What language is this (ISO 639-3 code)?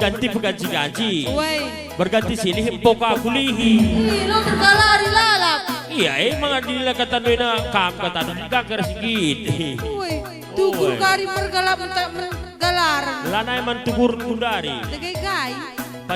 btx